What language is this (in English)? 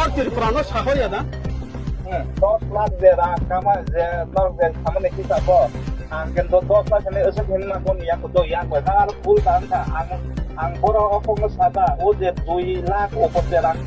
Kok Borok